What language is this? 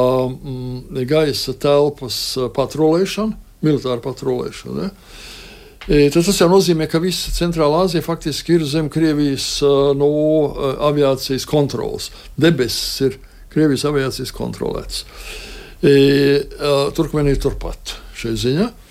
Latvian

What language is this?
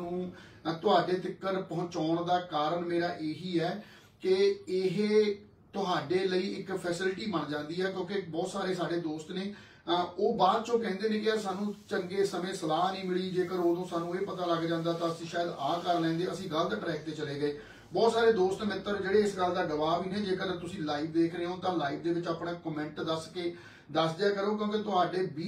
Punjabi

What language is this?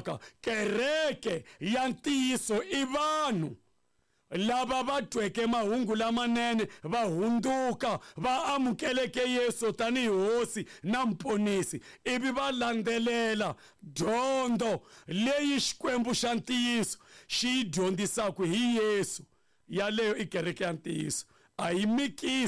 Tsonga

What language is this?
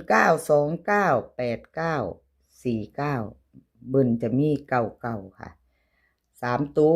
Northeastern Thai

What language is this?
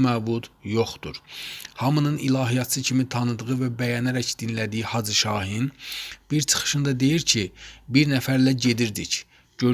Azerbaijani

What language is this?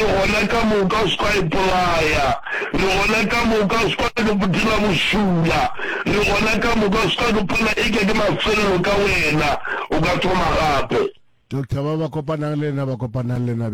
Northern Sotho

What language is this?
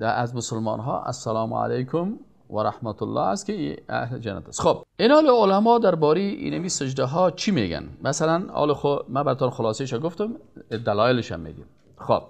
Persian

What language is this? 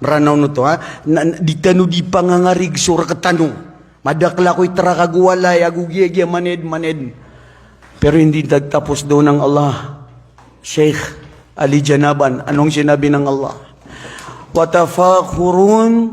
Maranao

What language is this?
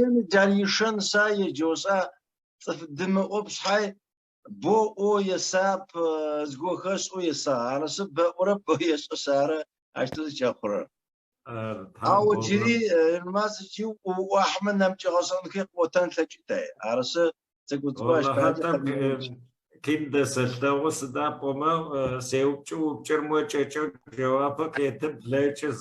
Adyghe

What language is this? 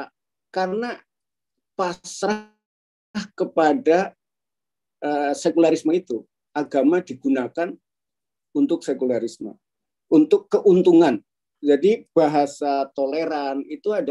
Indonesian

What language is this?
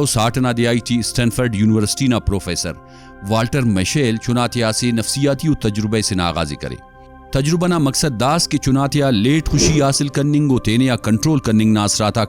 Brahui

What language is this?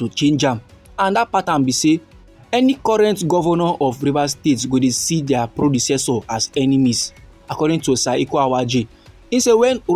Nigerian Pidgin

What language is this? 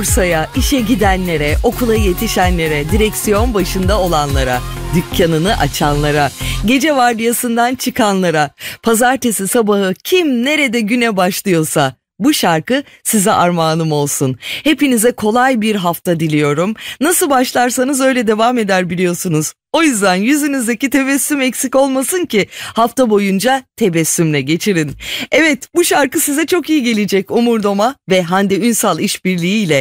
Turkish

